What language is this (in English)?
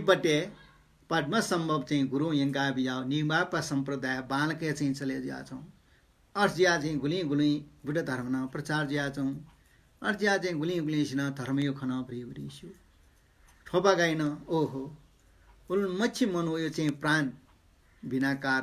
Newari